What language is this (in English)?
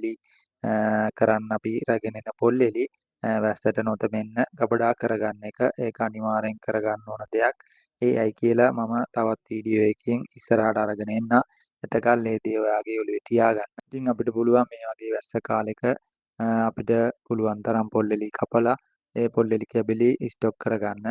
Sinhala